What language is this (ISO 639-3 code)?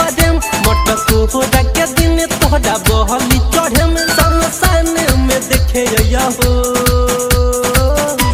bho